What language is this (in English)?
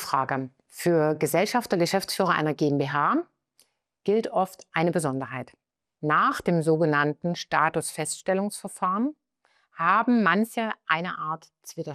German